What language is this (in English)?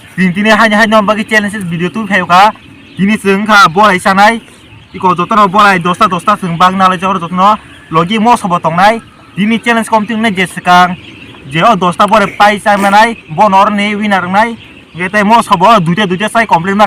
Kok Borok